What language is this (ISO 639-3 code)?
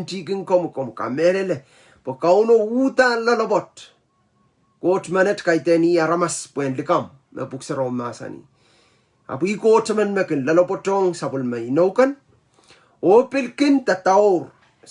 pon